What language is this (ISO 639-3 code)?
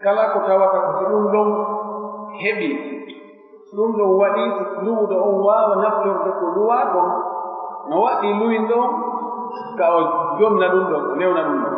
fuf